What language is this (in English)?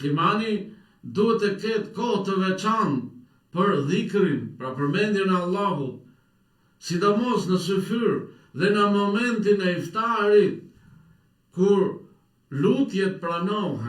Albanian